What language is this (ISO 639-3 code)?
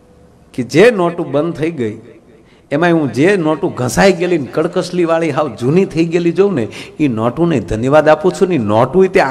guj